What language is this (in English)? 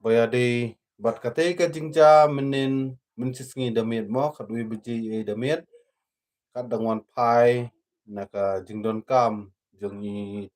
Khasi